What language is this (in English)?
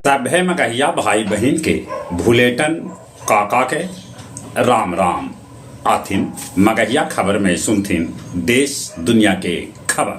Magahi